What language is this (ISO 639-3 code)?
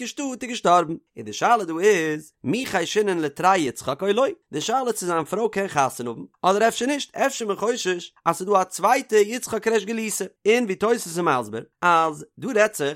yid